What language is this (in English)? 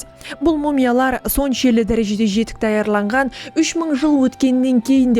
Kara-Kalpak